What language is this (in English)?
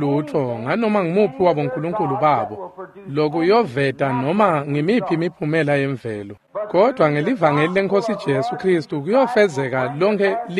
Swati